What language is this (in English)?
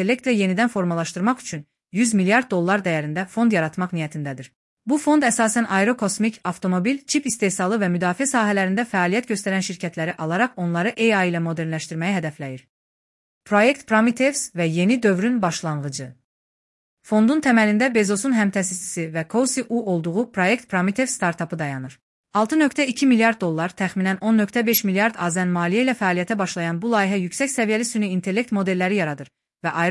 Azerbaijani